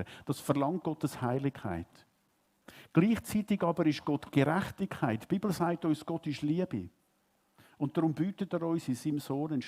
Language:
Swiss German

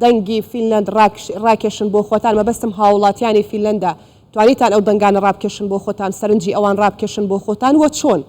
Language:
Central Kurdish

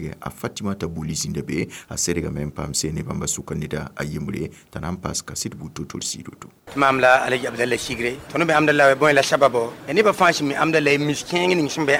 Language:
Mossi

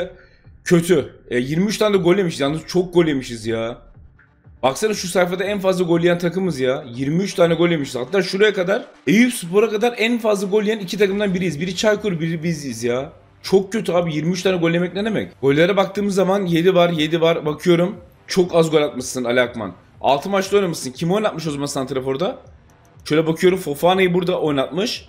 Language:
Turkish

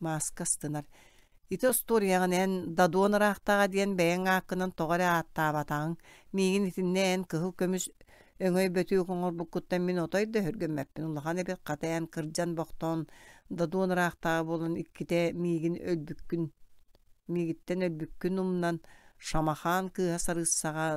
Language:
Yakut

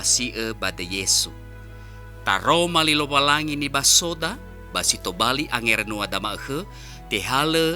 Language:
Nias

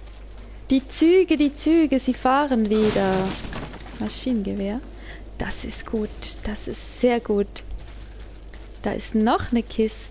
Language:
German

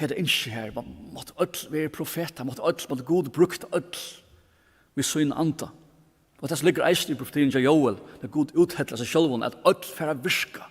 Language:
Faroese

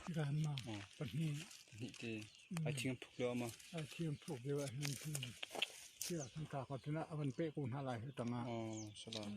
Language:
Hakha Chin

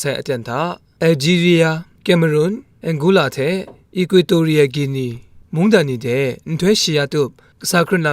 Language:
Kachin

